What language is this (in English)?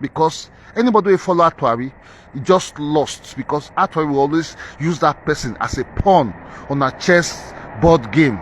Nigerian Pidgin